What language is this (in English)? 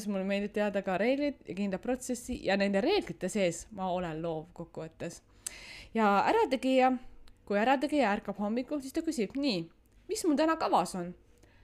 Estonian